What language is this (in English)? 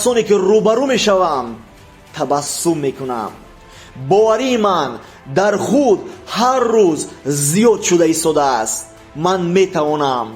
Tajik